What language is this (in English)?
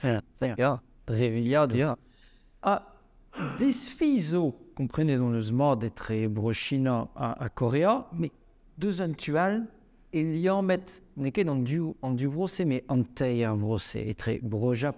Breton